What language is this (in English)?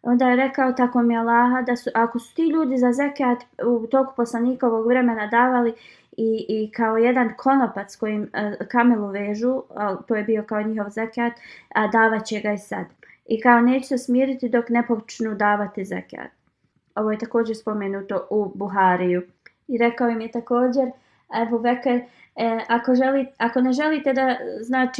Bosnian